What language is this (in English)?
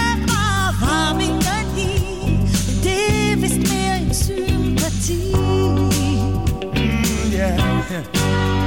Danish